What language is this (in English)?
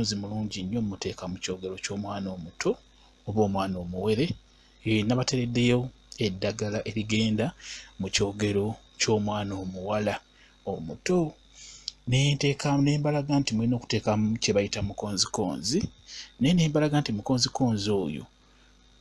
Ganda